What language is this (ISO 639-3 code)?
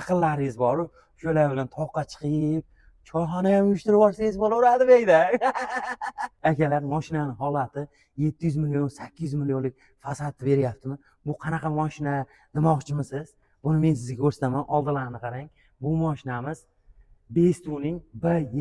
uzb